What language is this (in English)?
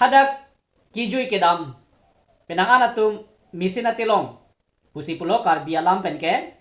Karbi